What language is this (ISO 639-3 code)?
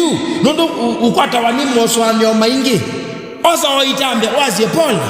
kam